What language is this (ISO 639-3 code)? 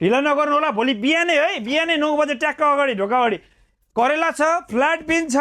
nep